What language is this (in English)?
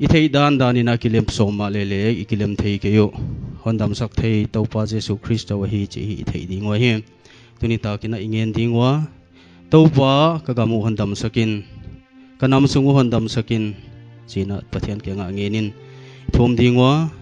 Paite Chin